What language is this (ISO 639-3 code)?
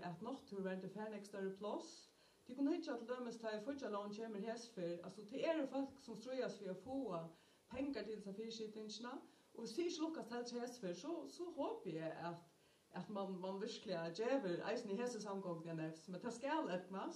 fao